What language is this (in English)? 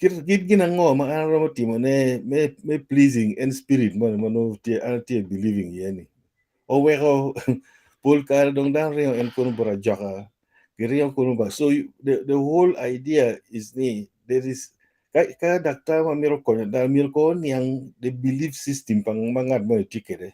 Acoli